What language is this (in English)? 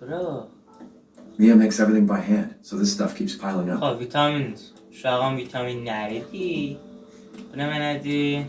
South Azerbaijani